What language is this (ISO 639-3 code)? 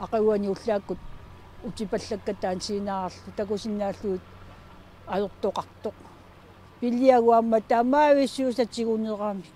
kal